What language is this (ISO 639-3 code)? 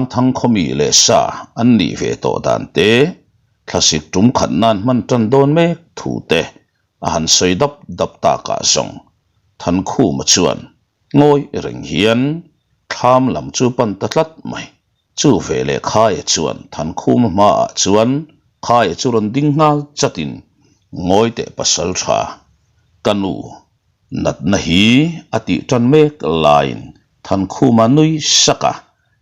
lus